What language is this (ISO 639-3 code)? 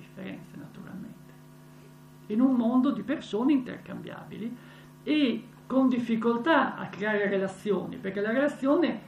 ita